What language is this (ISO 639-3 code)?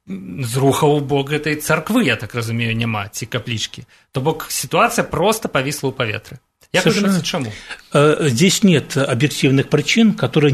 bel